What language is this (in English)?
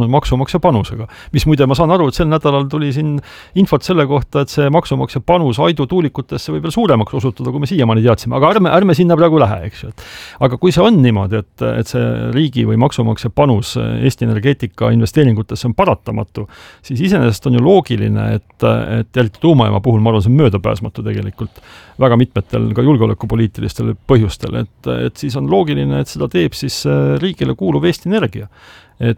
Estonian